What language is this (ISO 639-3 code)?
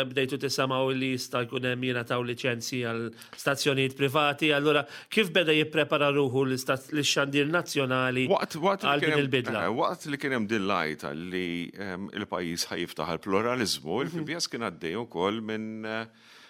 mlt